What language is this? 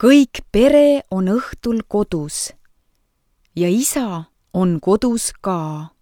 Estonian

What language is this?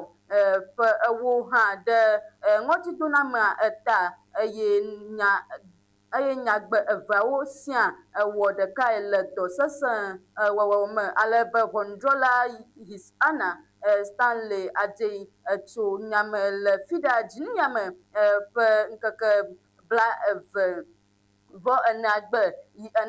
Ewe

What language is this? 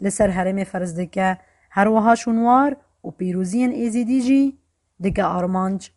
Kurdish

